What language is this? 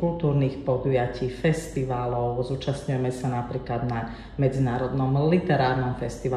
Slovak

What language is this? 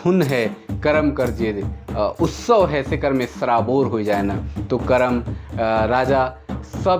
Sadri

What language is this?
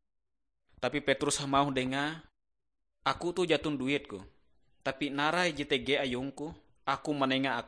Ngaju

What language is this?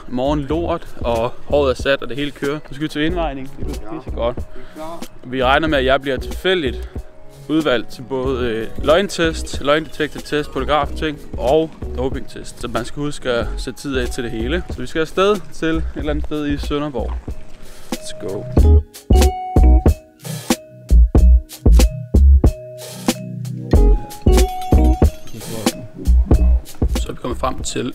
Danish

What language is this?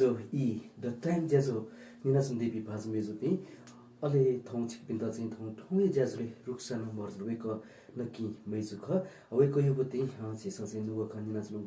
Newari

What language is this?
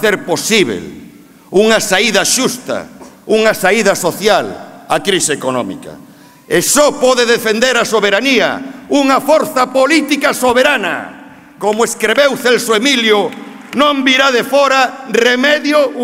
Galician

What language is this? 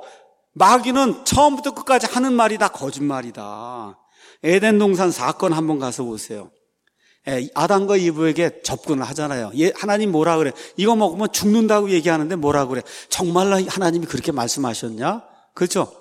Korean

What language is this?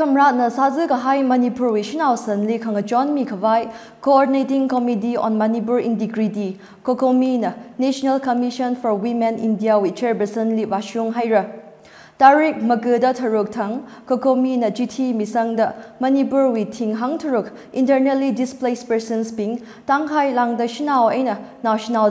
Tangkhul Naga (India)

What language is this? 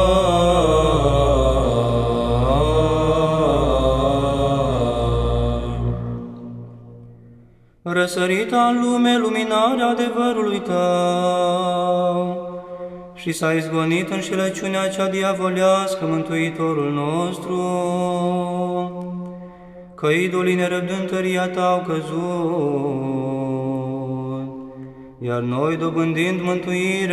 Romanian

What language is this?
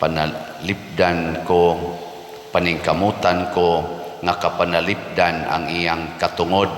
Cebuano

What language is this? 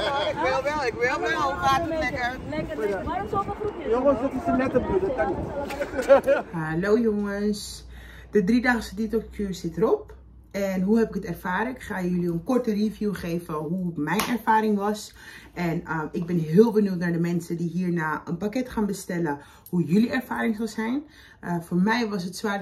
Dutch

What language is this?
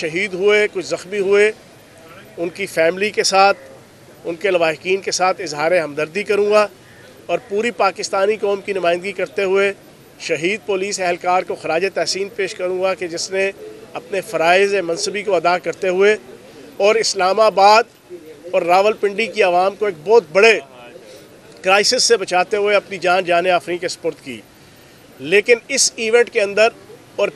Urdu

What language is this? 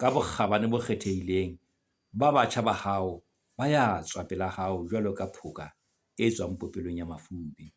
Southern Sotho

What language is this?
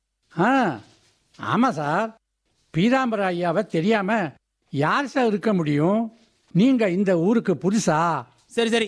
Tamil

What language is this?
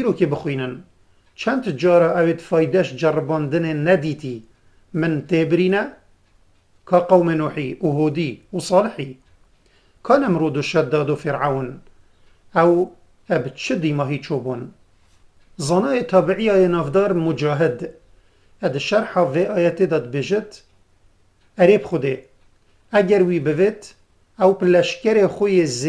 Kurdish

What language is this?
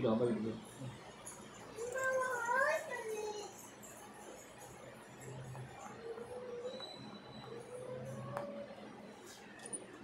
Tamil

